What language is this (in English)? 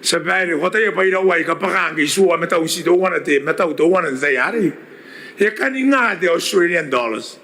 Gilbertese